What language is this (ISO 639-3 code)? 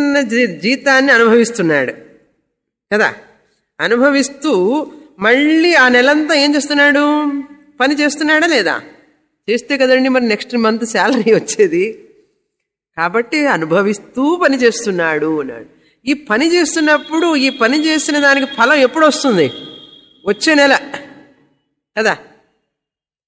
tel